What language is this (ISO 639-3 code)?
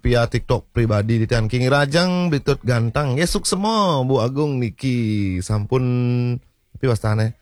ban